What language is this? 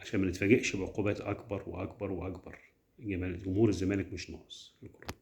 Egyptian Arabic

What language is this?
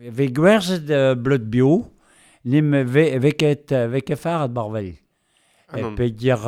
Breton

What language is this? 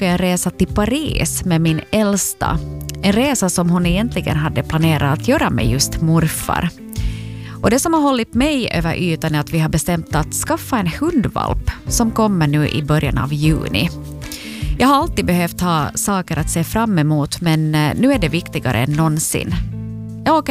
Swedish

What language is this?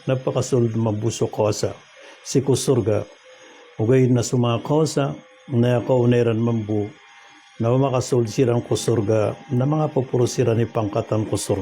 Maranao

